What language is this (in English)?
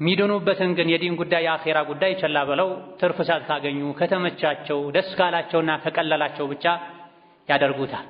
Amharic